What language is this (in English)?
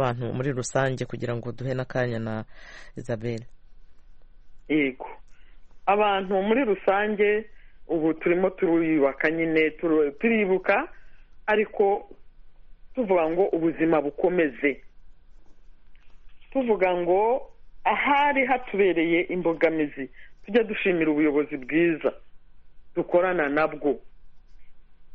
Kinyarwanda